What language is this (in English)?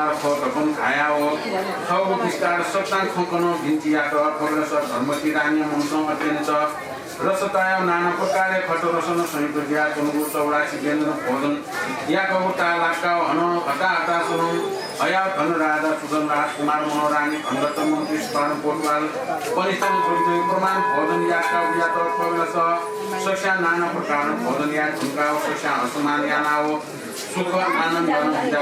Newari